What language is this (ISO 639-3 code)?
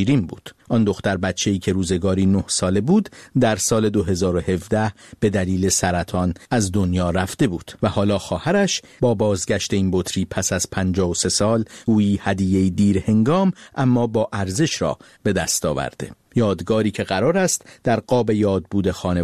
fas